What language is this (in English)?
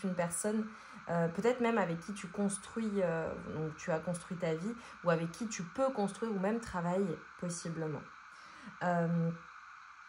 French